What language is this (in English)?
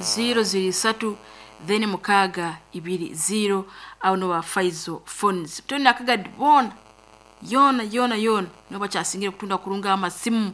Nyankole